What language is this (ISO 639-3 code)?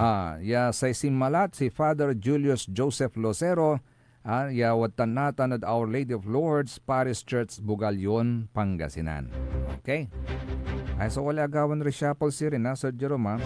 pag